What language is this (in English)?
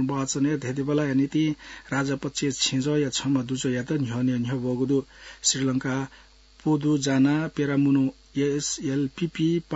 Newari